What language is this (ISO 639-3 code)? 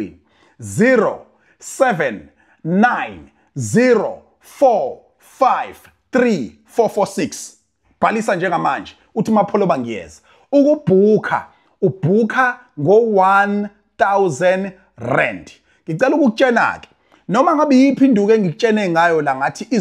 zul